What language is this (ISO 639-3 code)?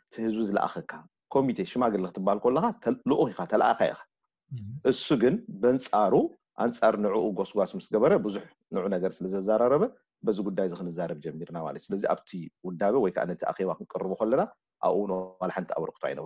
tir